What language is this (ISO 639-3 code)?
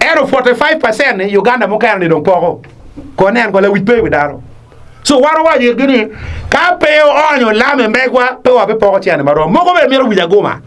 ach